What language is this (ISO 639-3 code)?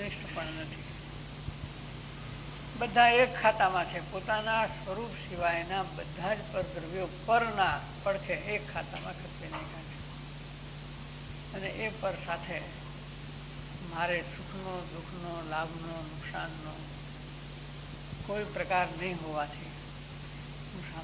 guj